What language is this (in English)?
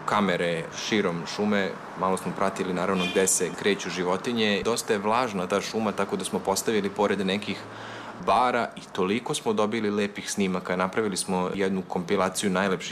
Serbian